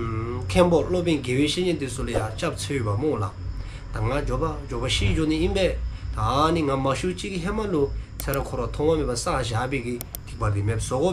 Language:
Dzongkha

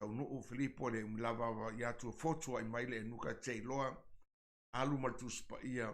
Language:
Samoan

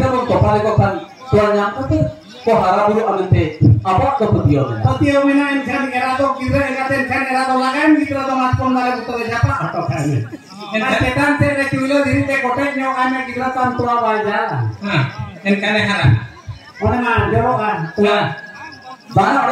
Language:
Santali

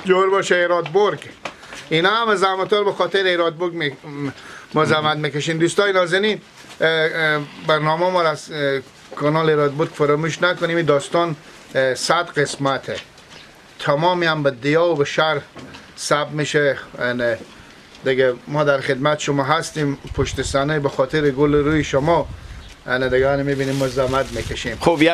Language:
Persian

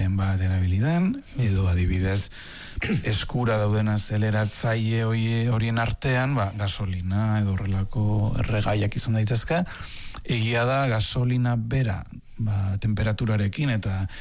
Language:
Basque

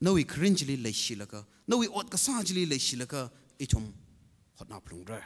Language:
Tangkhul Naga (India)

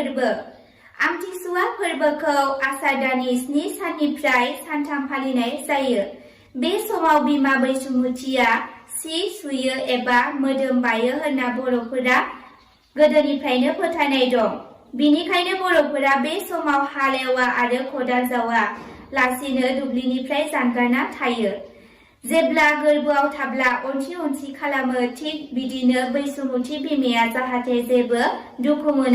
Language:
Bodo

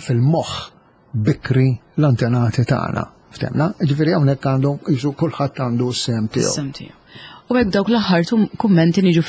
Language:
Maltese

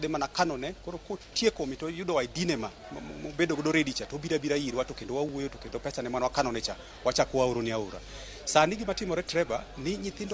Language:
Luo (Kenya and Tanzania)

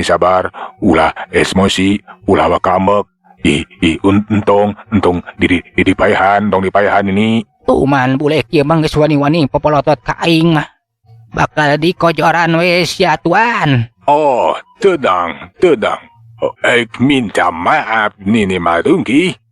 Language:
Sundanese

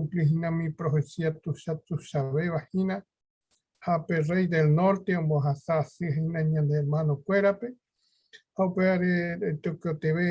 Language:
Guarani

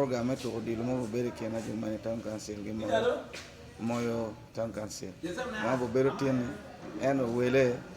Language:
Acoli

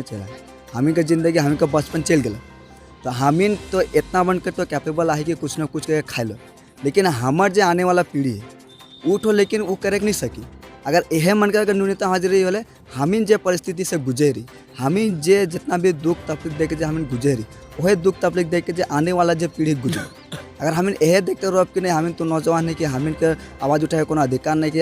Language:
Sadri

